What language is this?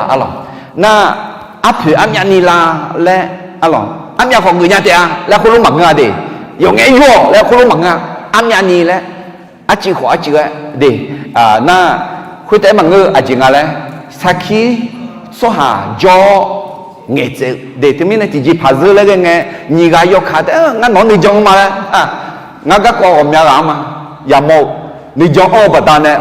Akha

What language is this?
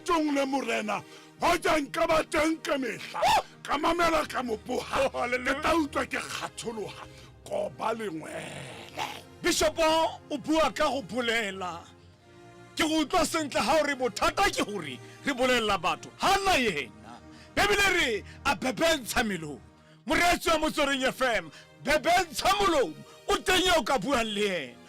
Tswana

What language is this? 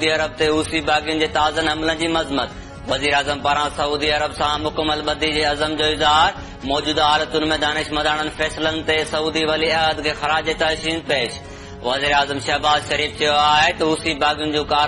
Sindhi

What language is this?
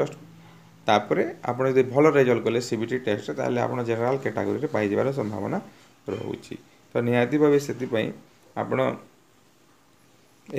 Odia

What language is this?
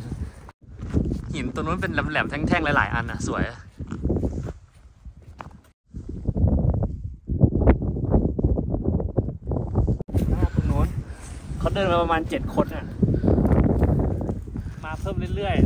Thai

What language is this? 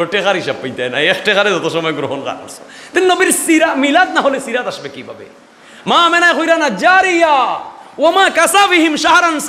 Sylheti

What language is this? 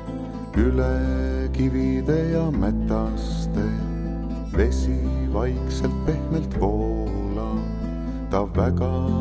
Estonian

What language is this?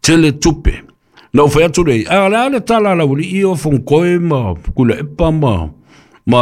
Samoan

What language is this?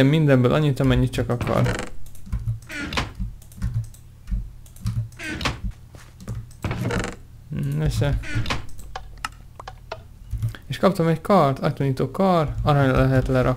Hungarian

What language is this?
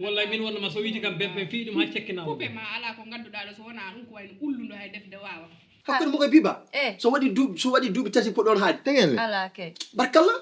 Fula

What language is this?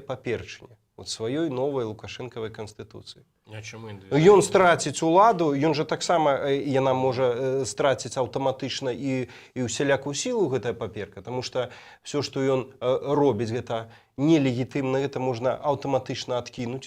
Belarusian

